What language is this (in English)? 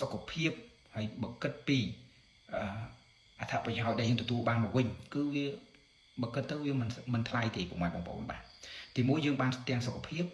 Khmer